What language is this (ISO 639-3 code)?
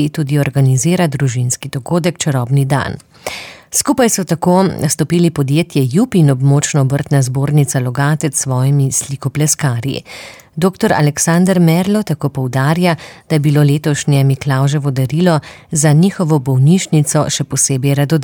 slv